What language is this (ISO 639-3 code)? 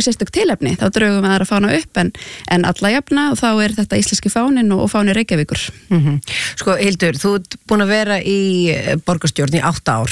isl